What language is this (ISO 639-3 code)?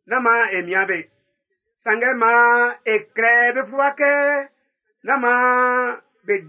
bci